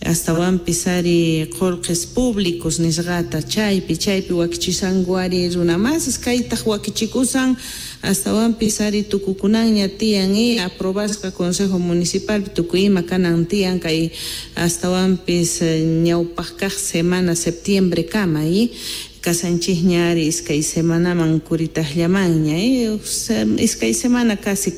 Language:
Quechua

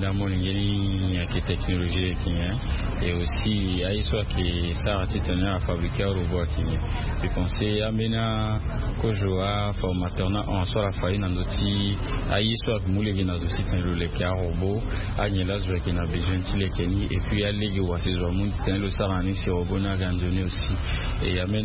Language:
Sango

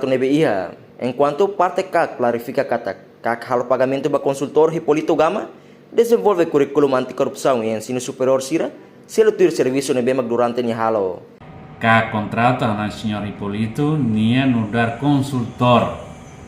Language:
Tetum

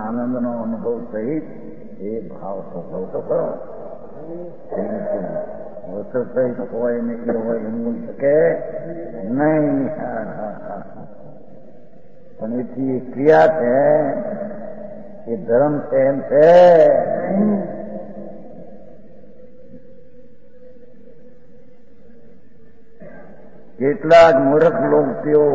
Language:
Gujarati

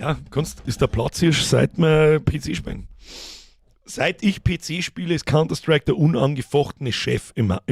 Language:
Bavarian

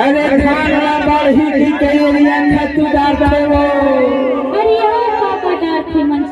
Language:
Chhattisgarhi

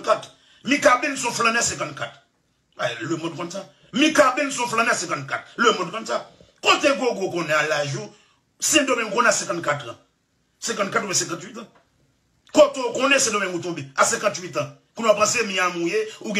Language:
Haitian Creole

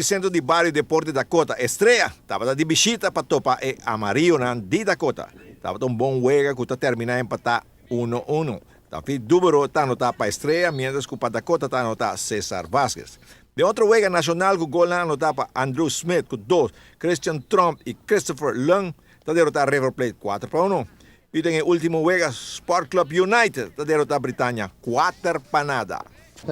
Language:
Papiamento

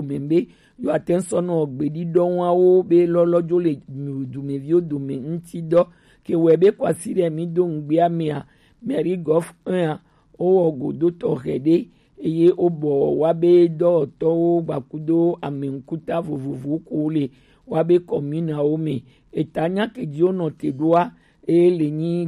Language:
Gen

